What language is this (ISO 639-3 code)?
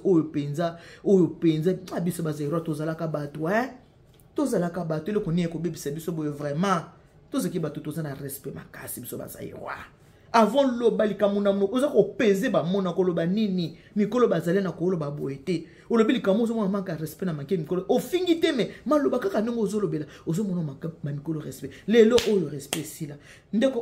lin